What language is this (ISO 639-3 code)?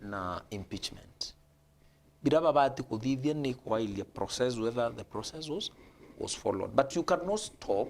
mer